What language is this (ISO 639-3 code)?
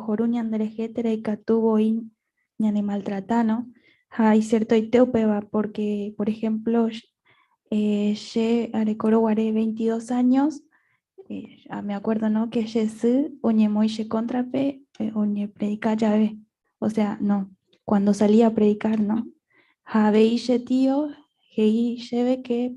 grn